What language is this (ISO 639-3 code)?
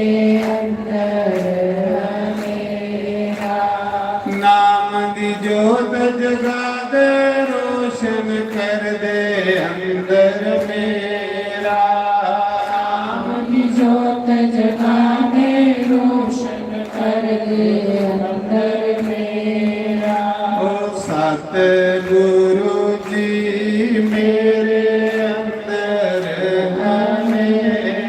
doi